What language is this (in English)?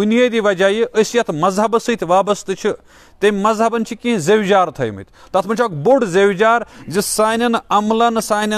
Kashmiri